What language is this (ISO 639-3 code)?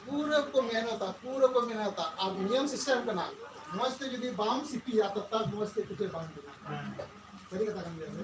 sat